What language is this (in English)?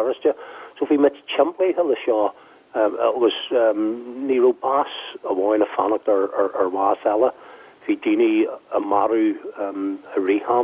Irish